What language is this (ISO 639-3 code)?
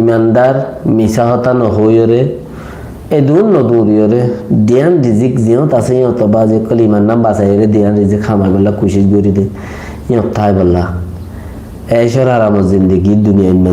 rhg